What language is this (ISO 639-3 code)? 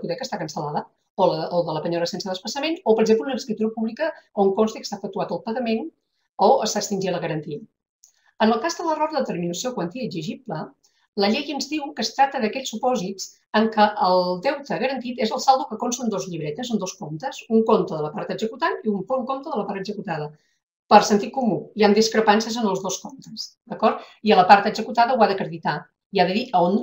cat